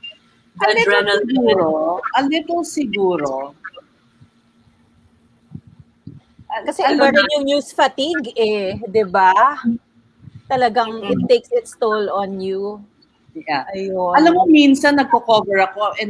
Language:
Filipino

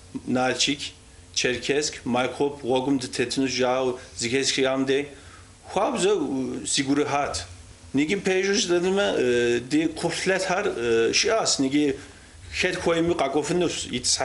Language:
Kabardian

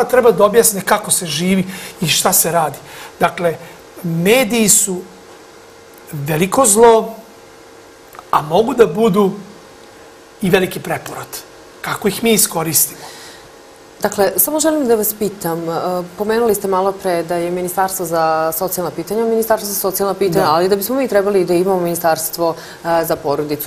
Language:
Serbian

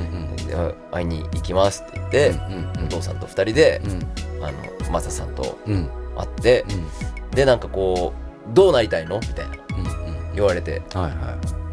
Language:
Japanese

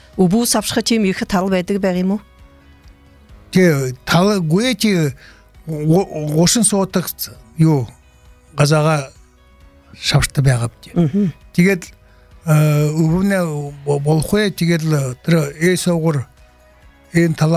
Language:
Buriat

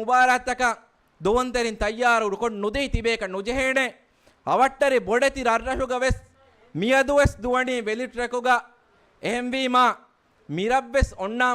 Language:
Divehi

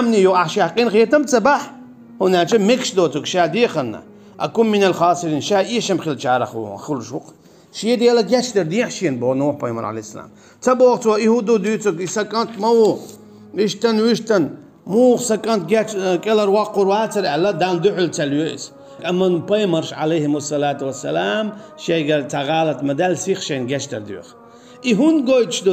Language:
Chechen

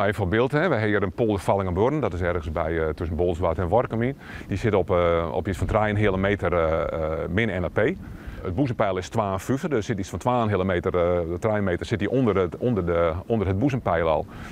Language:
Western Frisian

